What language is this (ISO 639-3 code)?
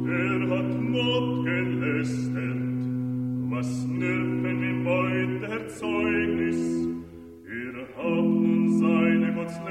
est